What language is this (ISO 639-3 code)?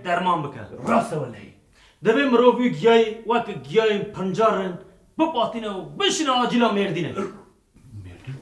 kur